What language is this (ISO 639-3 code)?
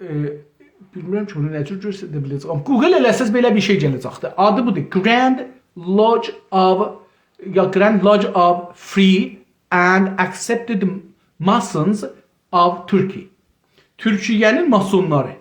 azb